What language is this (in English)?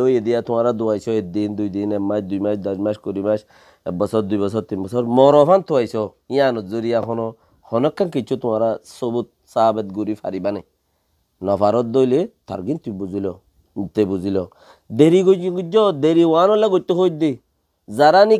Rohingya